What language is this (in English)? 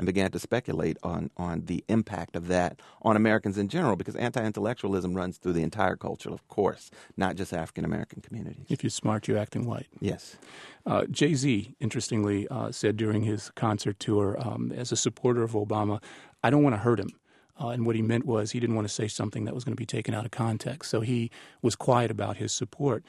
English